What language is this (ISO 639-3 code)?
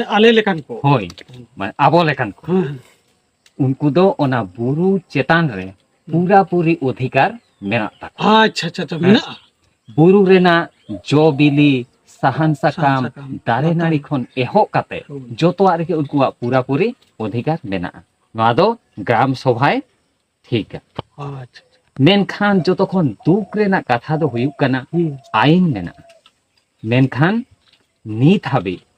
sat